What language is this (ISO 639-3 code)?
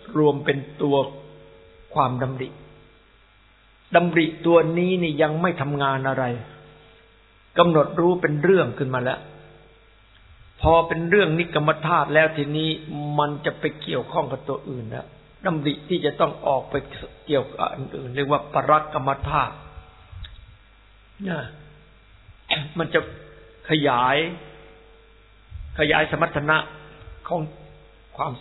tha